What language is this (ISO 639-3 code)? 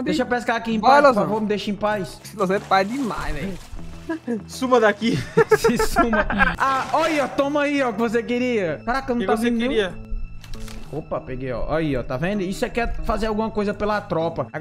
por